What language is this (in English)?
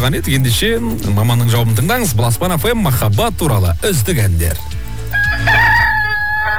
Kazakh